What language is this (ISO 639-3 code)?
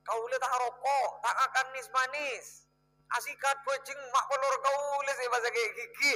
mad